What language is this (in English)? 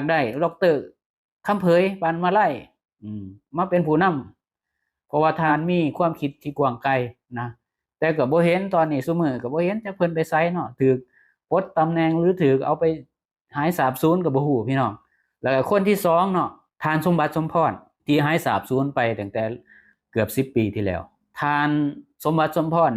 Lao